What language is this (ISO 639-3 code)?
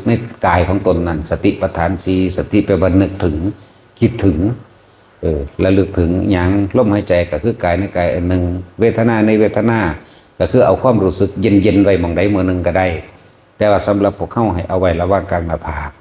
tts